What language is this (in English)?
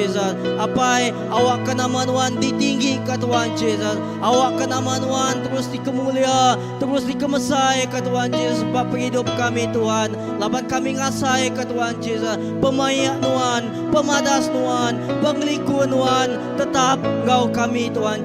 Iban